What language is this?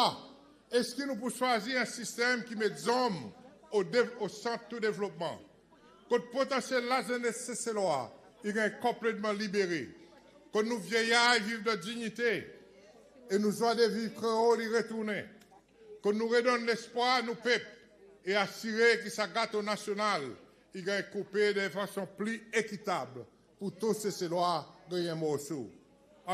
Seselwa Creole French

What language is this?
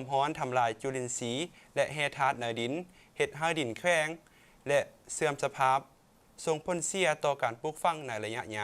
Lao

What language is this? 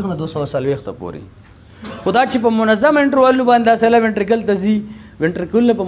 Pashto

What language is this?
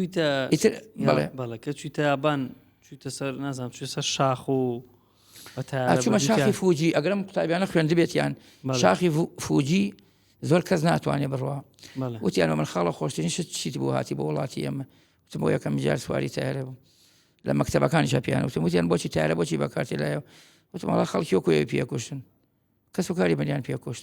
Central Kurdish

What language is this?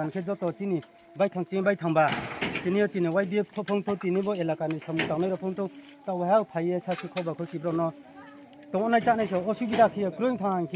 Riang (India)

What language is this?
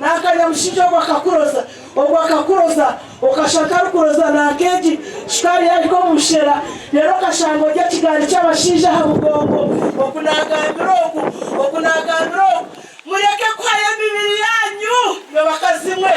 Nyankole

